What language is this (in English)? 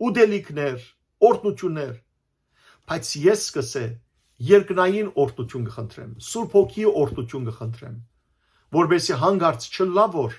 Western Armenian